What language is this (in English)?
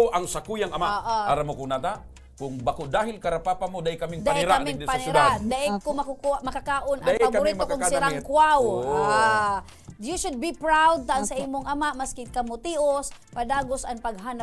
Bikol